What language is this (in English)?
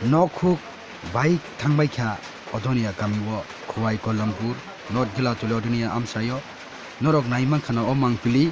Kok Borok